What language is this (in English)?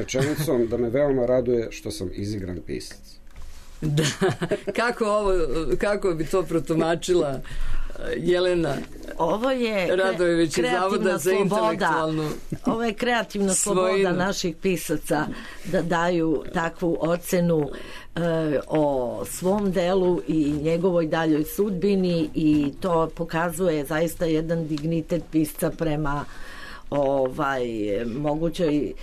Serbian